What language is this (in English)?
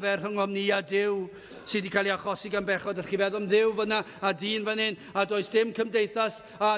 Welsh